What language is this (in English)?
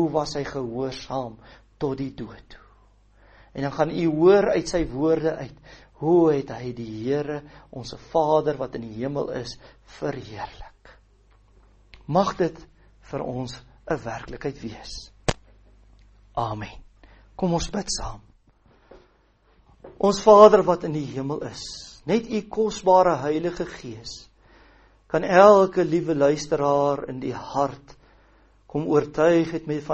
Afrikaans